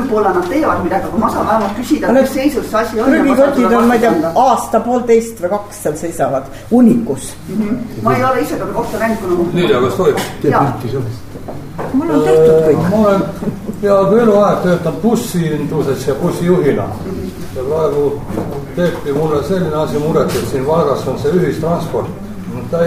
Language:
Estonian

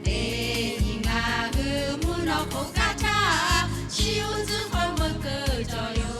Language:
Lahu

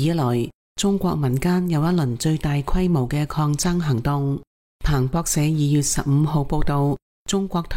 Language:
Cantonese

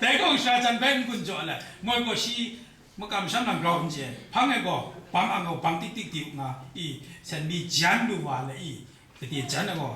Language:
Kachin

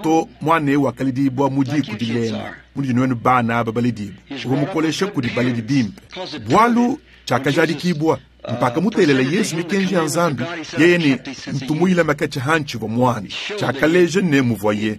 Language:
Luba-Lulua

